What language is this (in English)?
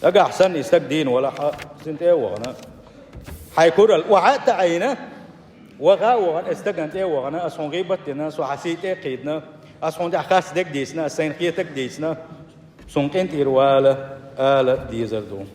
Chechen